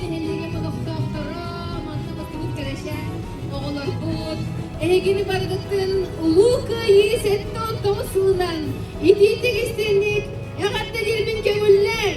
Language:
Yakut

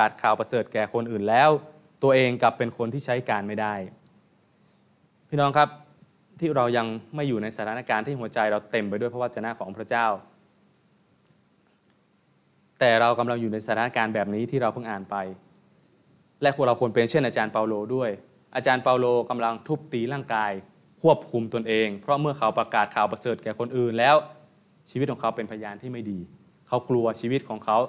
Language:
Thai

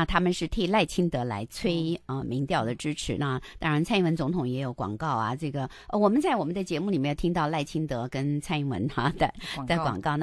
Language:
Chinese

